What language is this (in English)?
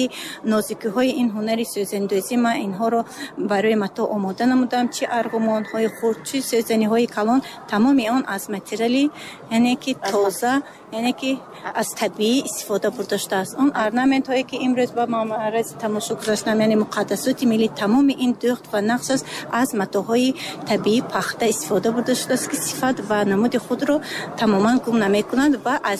Tajik